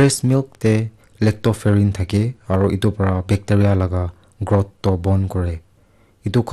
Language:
Naga Pidgin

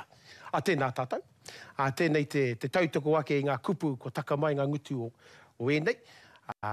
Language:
Māori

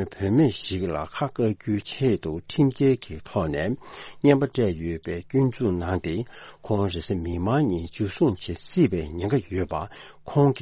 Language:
Tibetan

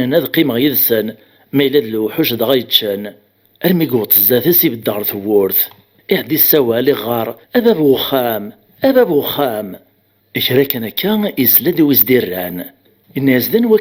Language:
Kabyle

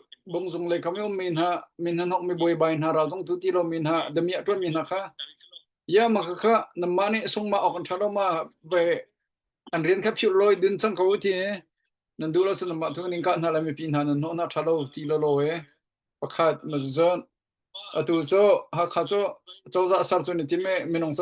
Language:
Hakha Chin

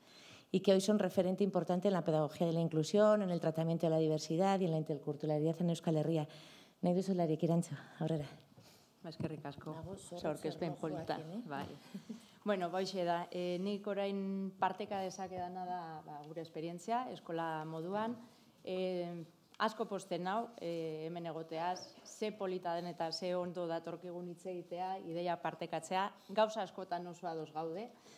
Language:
Basque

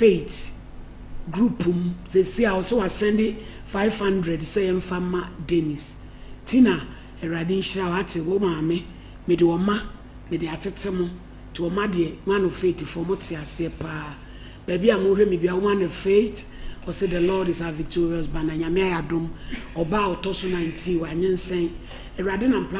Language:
Akan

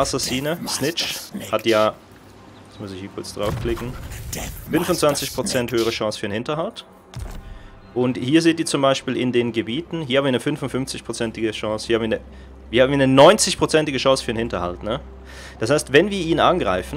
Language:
German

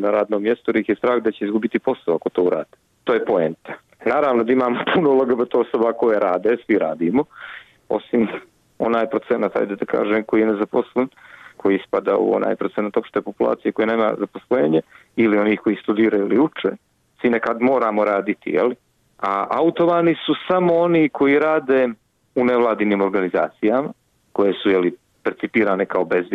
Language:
Bosnian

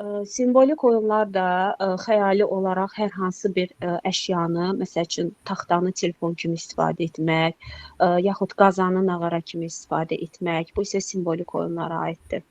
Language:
Azerbaijani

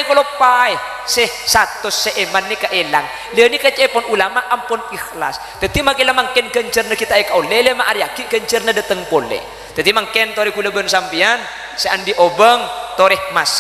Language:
Madurese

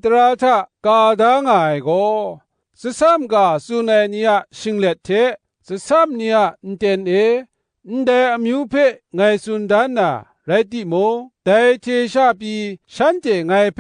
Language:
Kachin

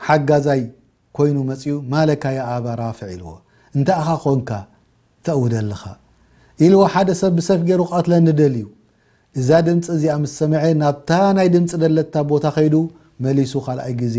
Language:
Tigrinya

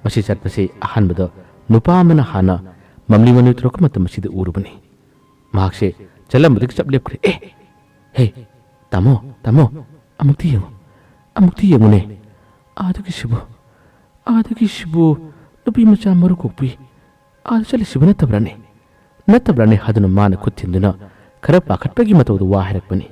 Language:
Manipuri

